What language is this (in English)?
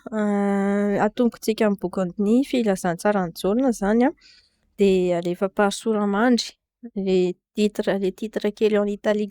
Malagasy